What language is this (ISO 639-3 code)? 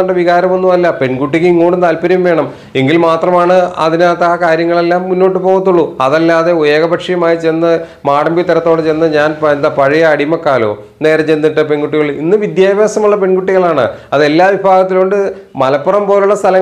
mal